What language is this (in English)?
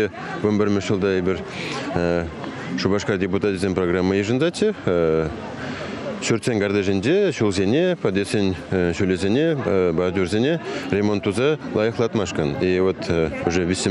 Chuvash